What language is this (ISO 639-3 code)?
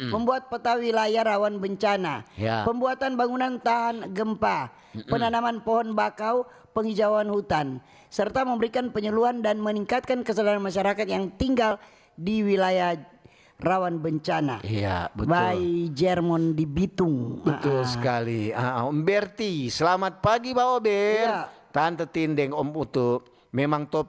xmm